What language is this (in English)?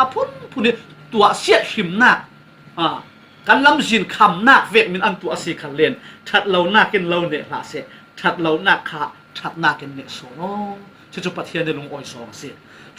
Falam Chin